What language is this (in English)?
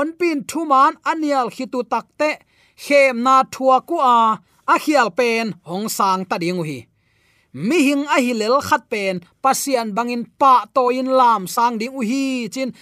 Tedim Chin